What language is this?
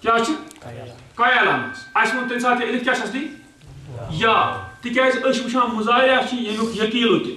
Kashmiri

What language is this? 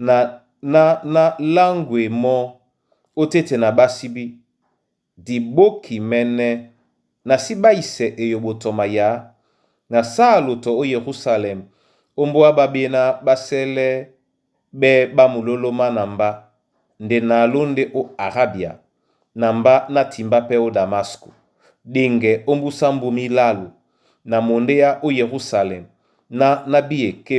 Duala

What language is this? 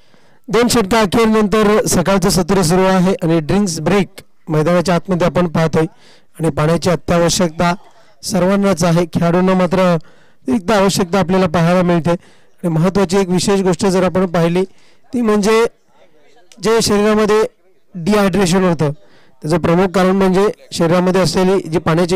Marathi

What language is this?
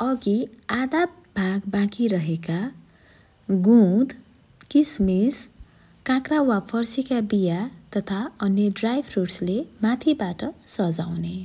Nepali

